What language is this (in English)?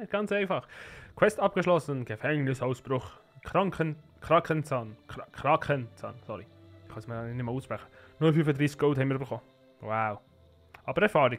Swiss German